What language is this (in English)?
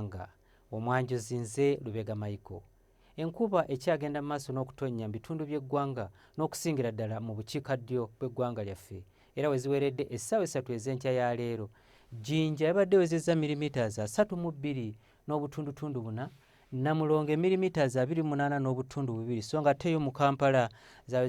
Ganda